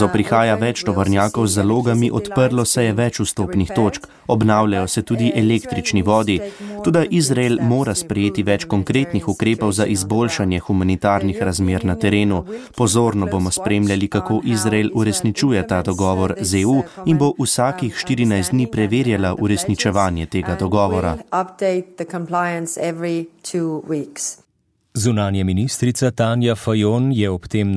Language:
Slovenian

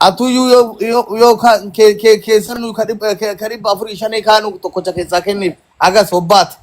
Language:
Oromo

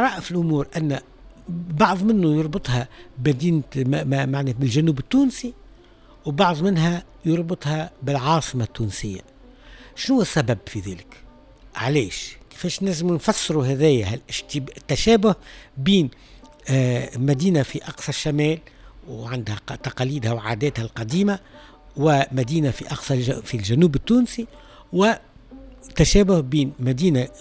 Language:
Tunisian Arabic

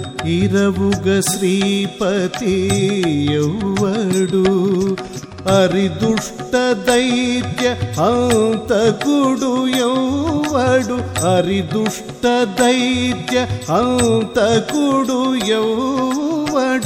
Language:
Telugu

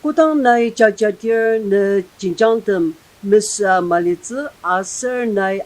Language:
Ao Naga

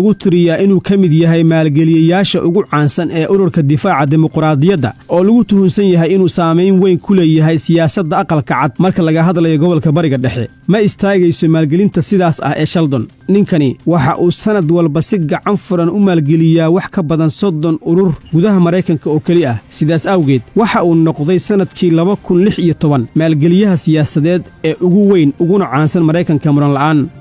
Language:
Somali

